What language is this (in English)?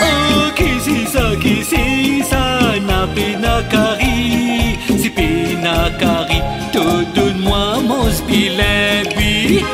Morisyen